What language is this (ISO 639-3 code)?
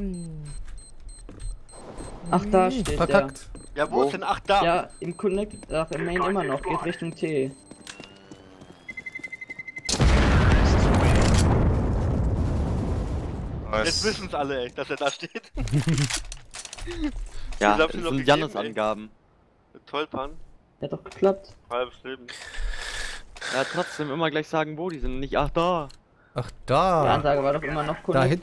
deu